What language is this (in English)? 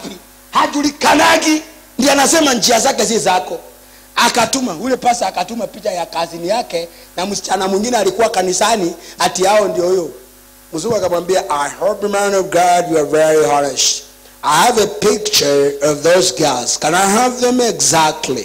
Swahili